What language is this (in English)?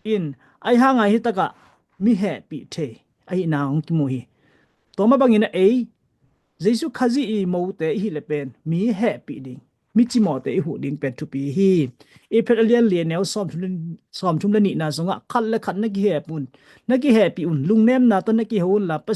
Tedim Chin